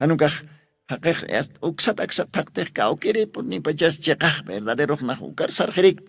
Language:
Aymara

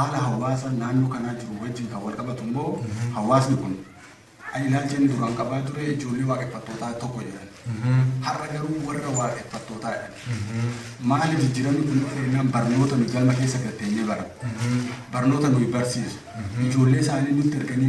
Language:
Oromo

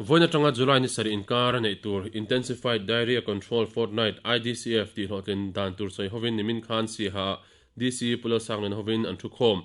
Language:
Mizo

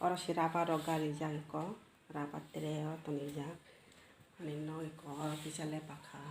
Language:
Kok Borok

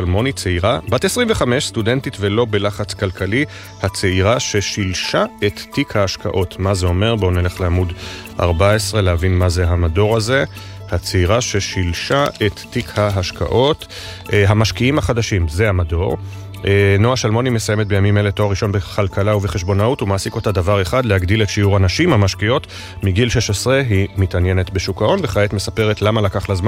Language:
Hebrew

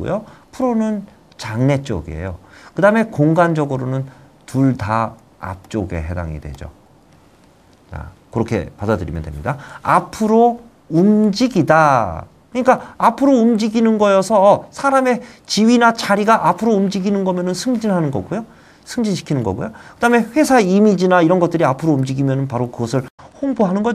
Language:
Korean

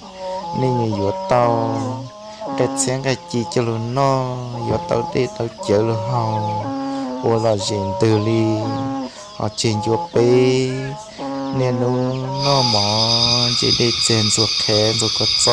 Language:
Hmong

